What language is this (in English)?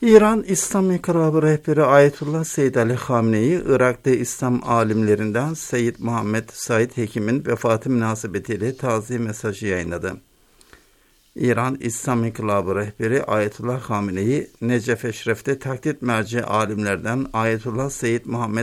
Turkish